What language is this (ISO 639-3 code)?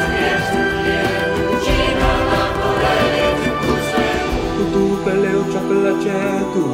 swa